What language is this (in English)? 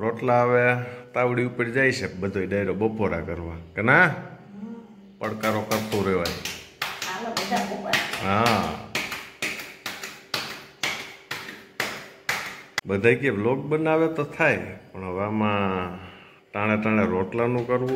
Gujarati